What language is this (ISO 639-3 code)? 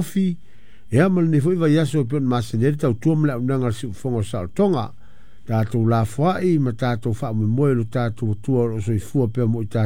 smo